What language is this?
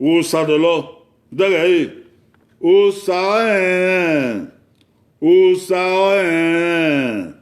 Bini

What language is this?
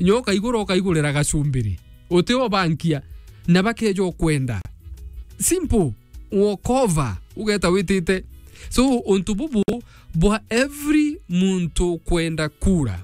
Meru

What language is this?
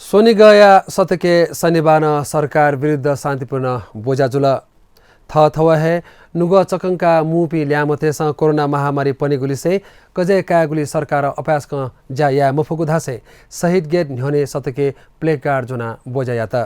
Newari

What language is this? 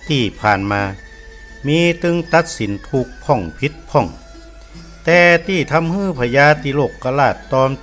Northern Thai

